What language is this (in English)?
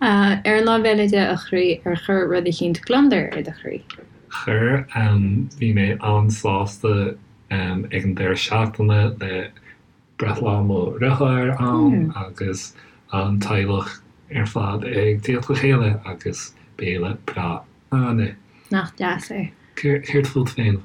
Irish